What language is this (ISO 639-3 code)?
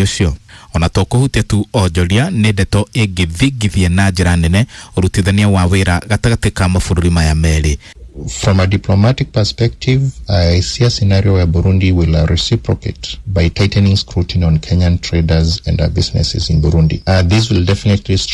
kik